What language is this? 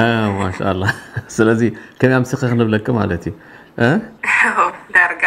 Tigrinya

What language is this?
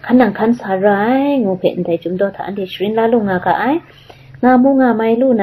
Kachin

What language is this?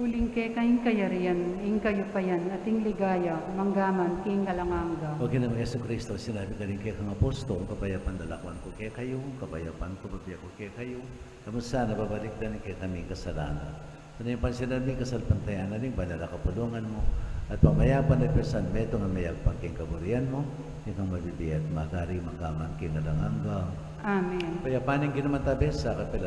Pampanga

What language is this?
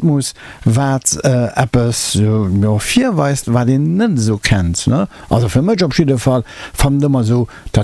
Luxembourgish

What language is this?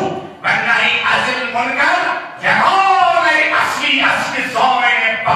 Kashmiri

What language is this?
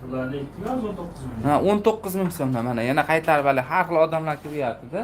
Uzbek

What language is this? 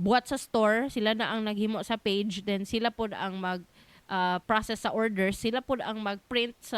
Cebuano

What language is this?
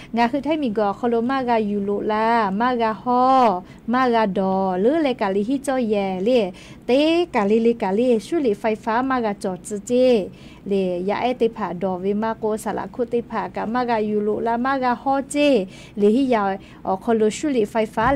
Lahu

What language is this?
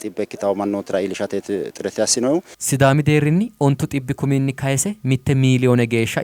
Sidamo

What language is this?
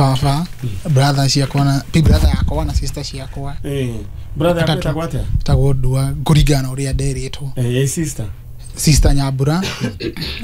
Kikuyu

